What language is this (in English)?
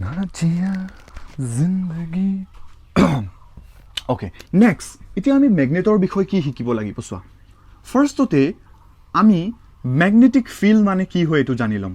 Assamese